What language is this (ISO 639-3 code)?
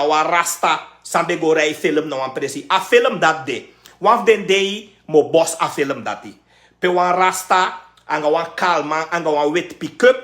srn